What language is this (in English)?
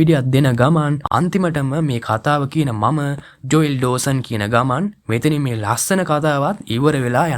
Sinhala